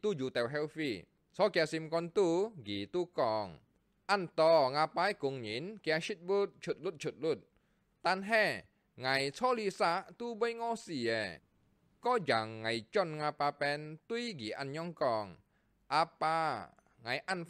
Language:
Hakka Chinese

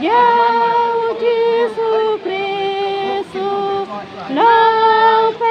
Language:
Khasi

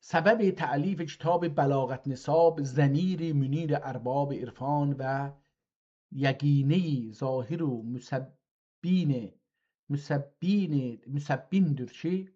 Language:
South Azerbaijani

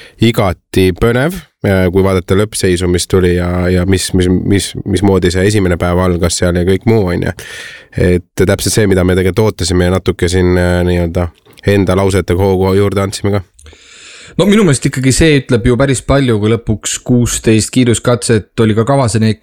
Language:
Estonian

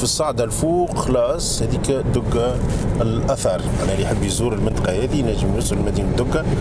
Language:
Tunisian Arabic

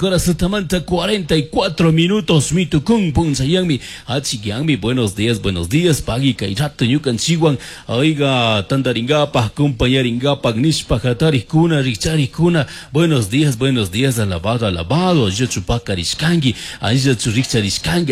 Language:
Chimborazo Highland Quichua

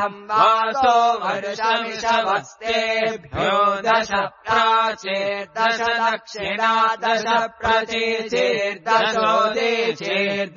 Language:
Sanskrit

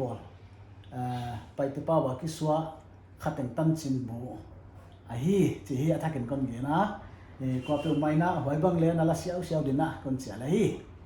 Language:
Paite Chin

